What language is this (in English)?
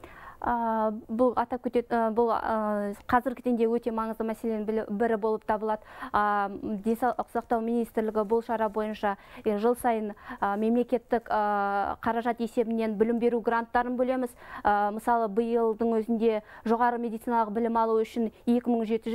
Kazakh